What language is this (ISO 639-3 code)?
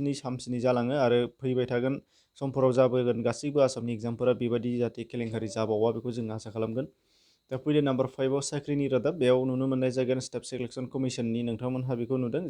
brx